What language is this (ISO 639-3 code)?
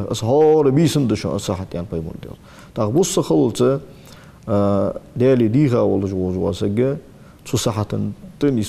inh